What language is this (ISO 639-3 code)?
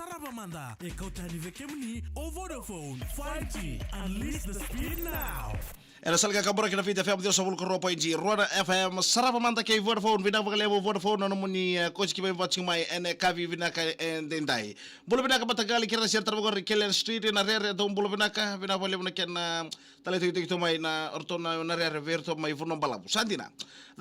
fij